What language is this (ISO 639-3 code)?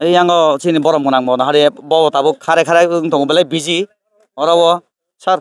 trp